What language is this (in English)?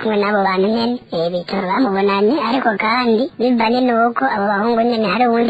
Rundi